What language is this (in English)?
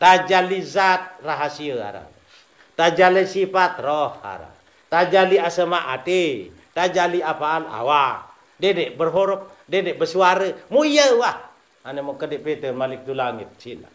Sasak